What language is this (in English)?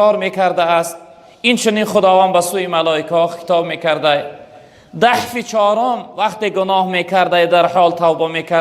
Tajik